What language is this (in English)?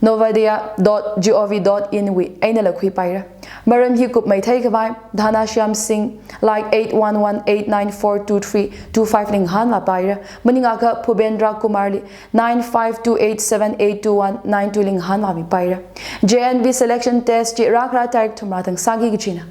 Tangkhul Naga (India)